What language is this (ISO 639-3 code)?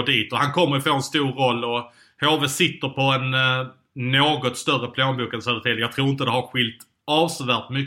swe